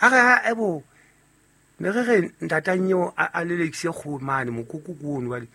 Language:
Southern Sotho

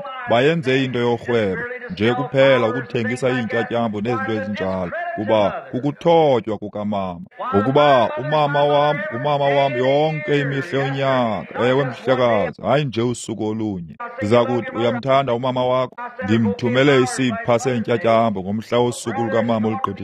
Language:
Xhosa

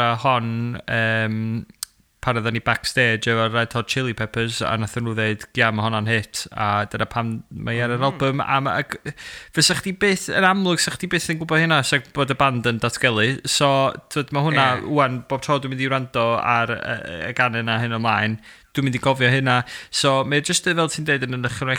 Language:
Welsh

